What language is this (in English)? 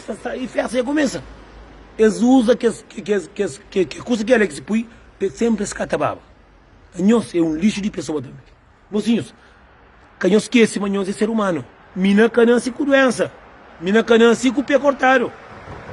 Kabuverdianu